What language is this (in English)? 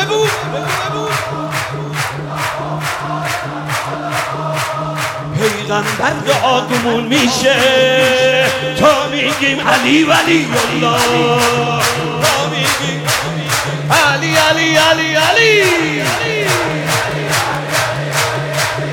Persian